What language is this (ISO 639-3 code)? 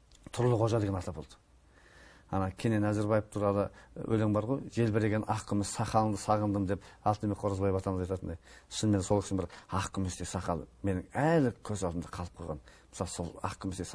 kaz